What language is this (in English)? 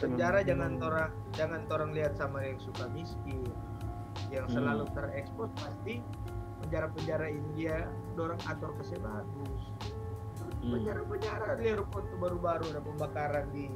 Manado Malay